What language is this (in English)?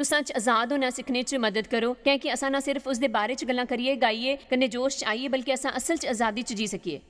Dogri